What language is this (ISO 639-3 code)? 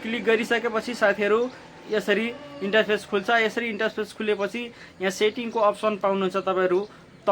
nep